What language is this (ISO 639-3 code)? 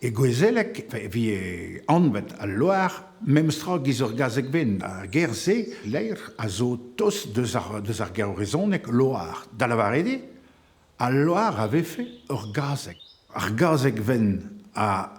bre